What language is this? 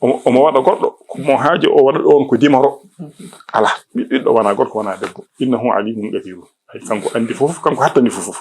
Fula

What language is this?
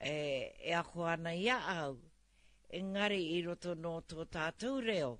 Māori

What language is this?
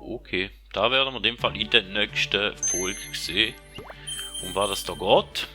Swiss German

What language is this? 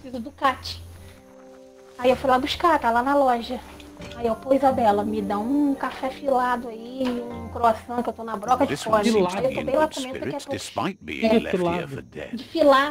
Portuguese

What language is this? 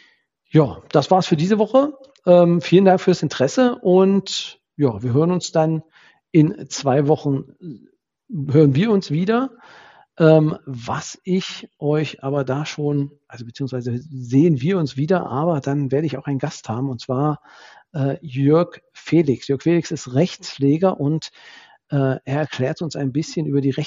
German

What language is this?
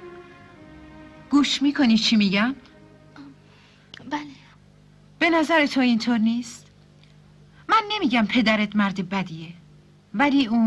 Persian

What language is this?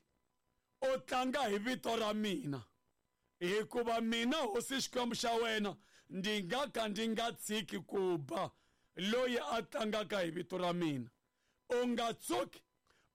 Tsonga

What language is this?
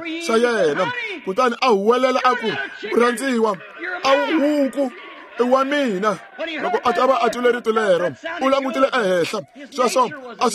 Tsonga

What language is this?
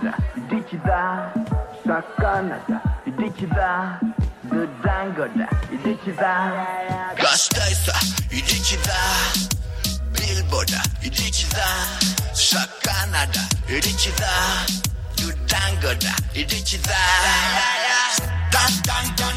Basque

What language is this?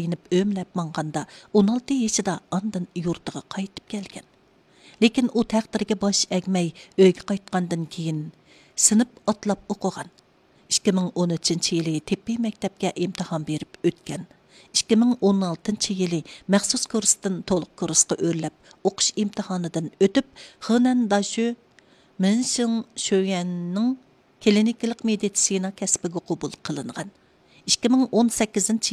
Uyghur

